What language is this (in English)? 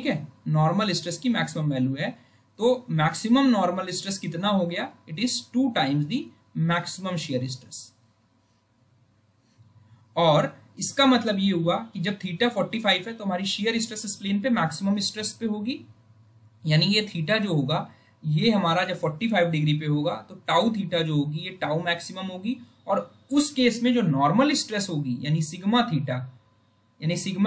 Hindi